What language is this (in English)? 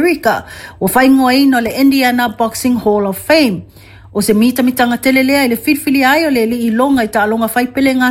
Samoan